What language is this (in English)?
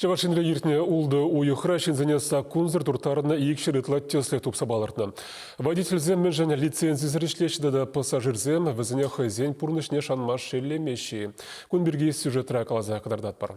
Chuvash